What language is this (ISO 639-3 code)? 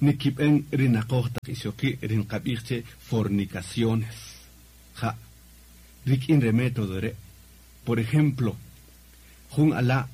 cak